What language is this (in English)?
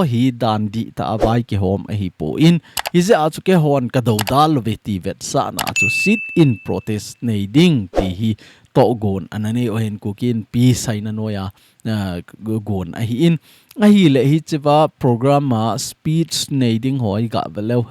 Thado Chin